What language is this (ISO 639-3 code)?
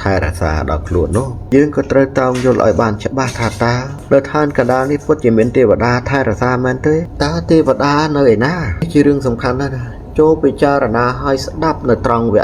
khm